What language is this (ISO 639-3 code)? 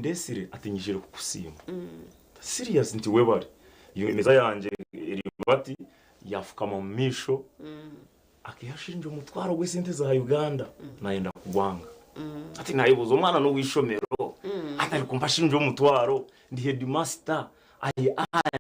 nyn